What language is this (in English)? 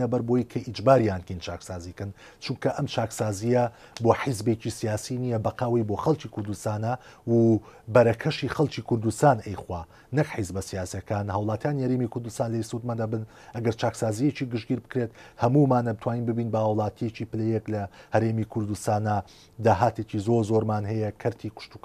Central Kurdish